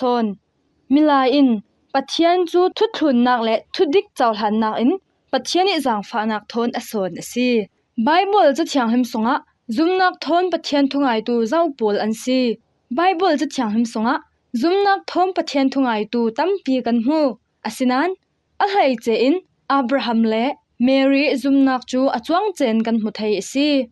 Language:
Falam Chin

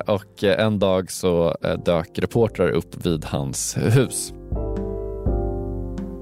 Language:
Swedish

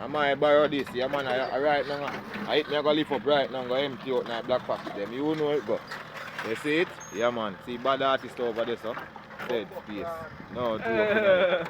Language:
Jamaican Creole English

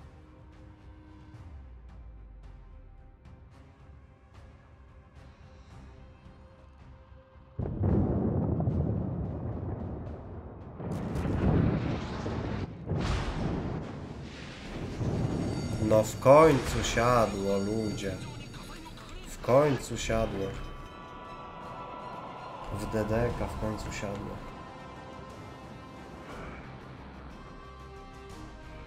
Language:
Polish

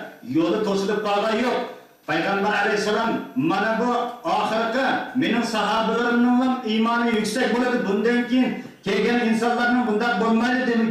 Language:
Uyghur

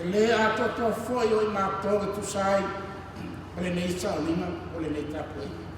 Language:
Samoan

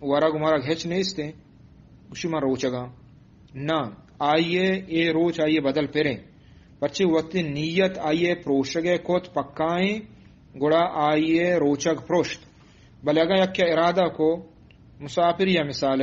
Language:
Eastern Balochi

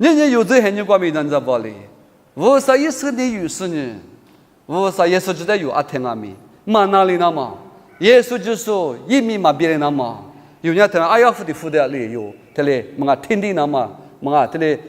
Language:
Lisu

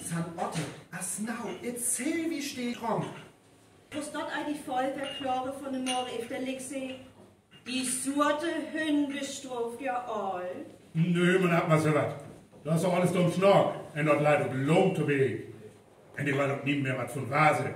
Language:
Northern Frisian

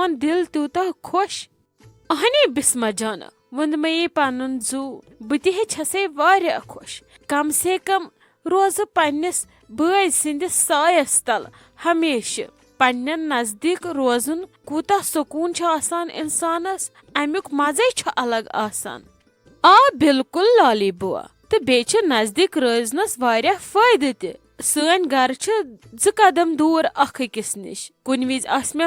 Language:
Kashmiri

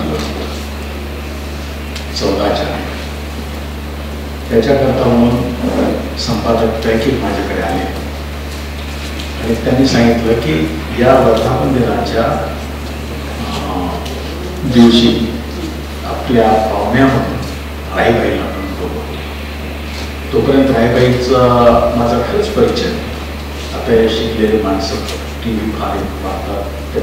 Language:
Marathi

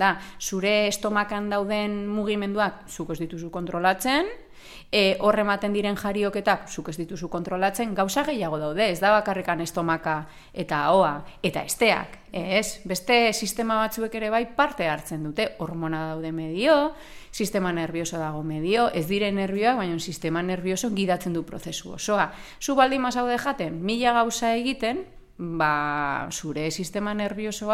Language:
Basque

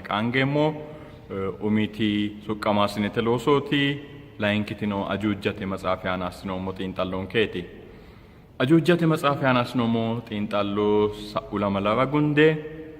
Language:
Sidamo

